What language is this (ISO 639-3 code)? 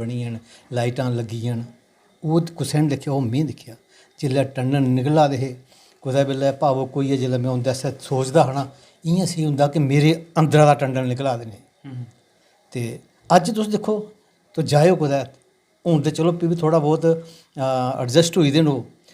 doi